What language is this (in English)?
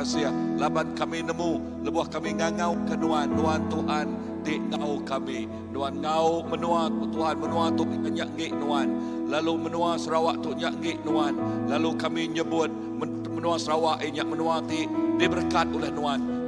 Iban